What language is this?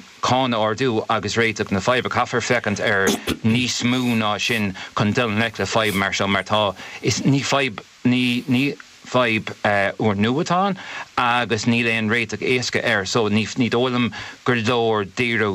Irish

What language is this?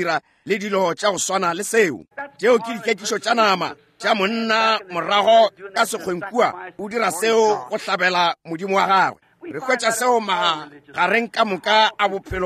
Northern Sotho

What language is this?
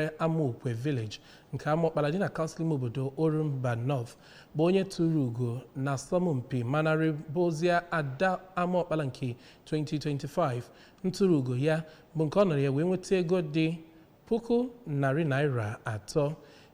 Igbo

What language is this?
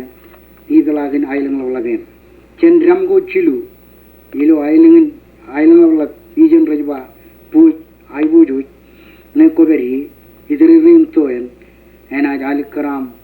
Marshallese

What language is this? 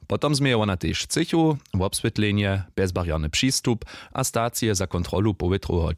Upper Sorbian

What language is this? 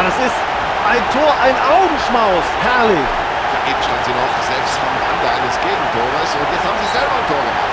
Bavarian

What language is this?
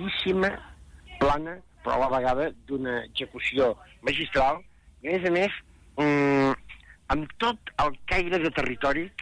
Catalan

